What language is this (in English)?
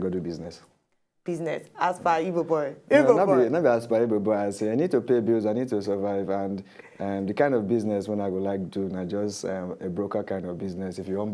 Nigerian Pidgin